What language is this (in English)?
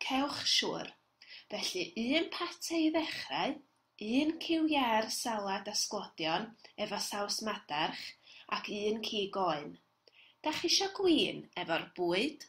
Welsh